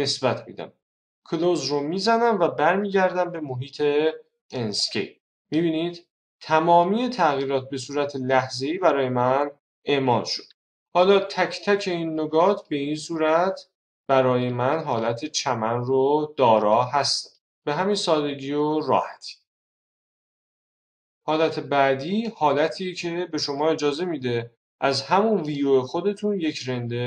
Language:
Persian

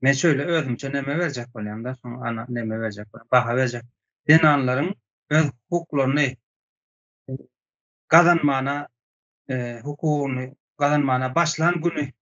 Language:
Turkmen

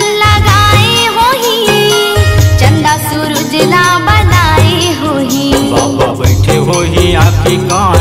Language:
Chhattisgarhi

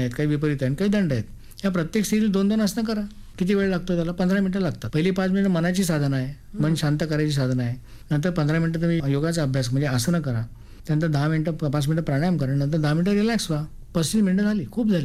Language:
Marathi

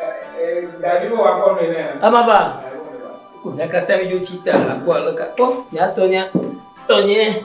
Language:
Ewe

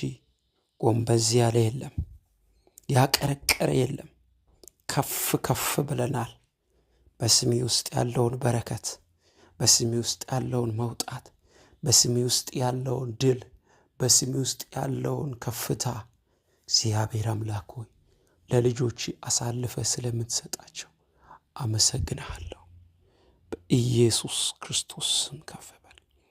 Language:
Amharic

